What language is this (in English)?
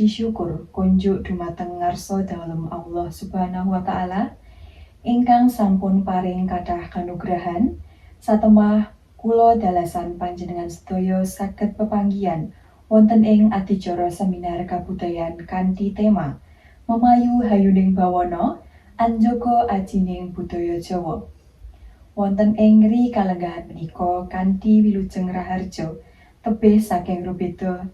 Javanese